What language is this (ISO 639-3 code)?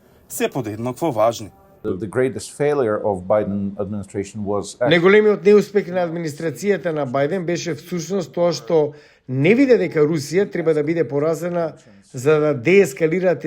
mkd